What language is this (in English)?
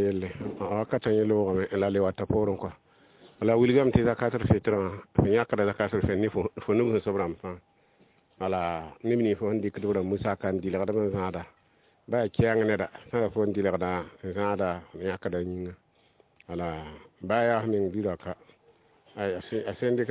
Mossi